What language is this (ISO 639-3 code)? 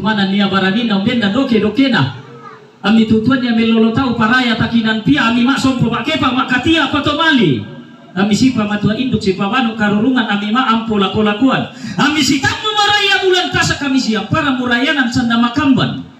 sda